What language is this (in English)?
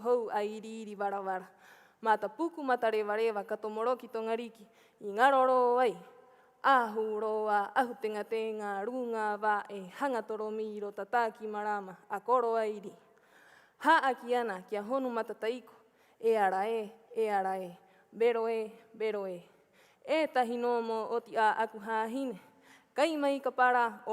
Rapanui